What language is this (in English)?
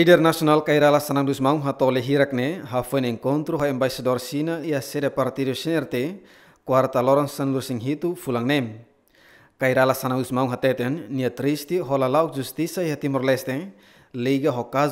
Tetum